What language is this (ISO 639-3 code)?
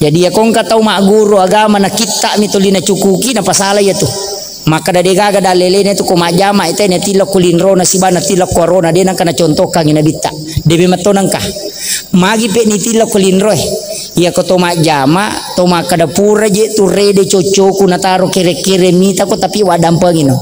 bug